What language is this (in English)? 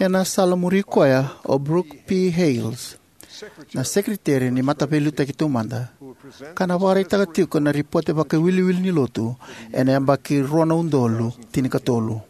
Fijian